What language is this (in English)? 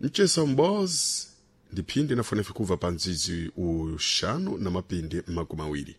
Sena